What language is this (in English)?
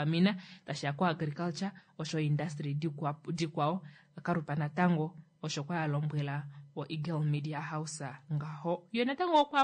Kuanyama